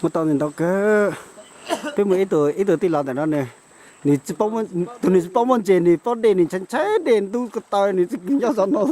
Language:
Hmong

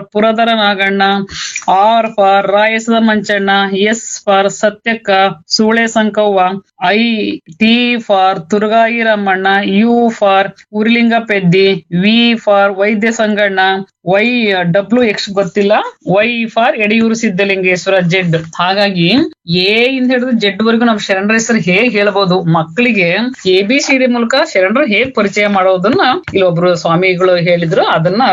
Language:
Kannada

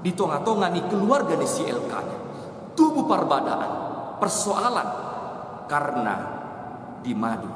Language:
Batak Toba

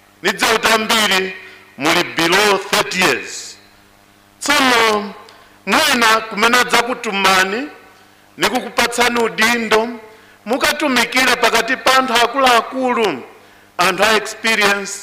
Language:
Nyanja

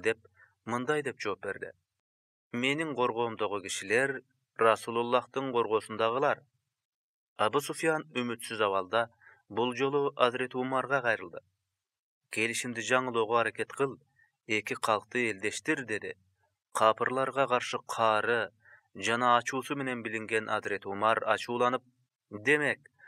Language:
Kyrgyz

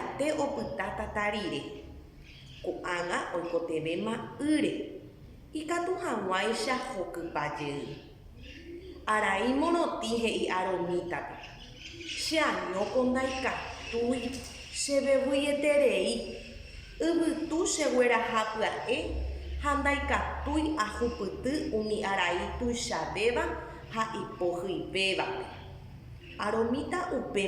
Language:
Guarani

